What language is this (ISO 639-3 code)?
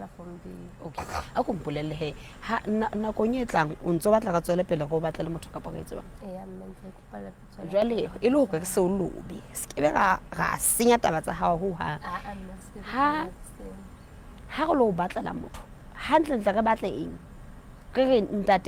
sot